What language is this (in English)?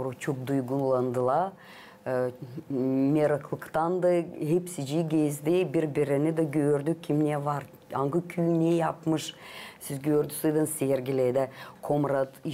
Gagauz